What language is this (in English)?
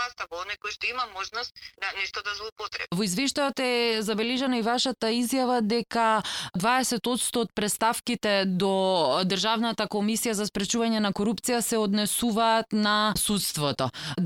Macedonian